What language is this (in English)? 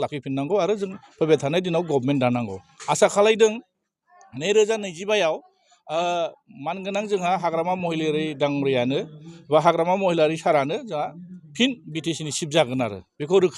Bodo